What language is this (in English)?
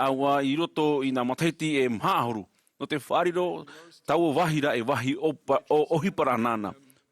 Tahitian